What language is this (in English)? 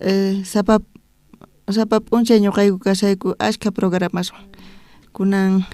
South Bolivian Quechua